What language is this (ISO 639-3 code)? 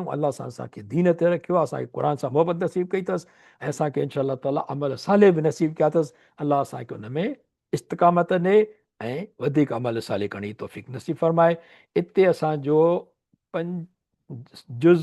snd